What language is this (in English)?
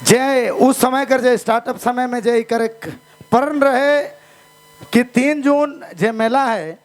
Sadri